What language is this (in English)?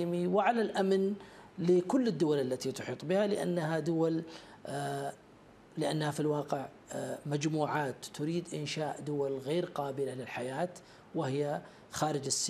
Arabic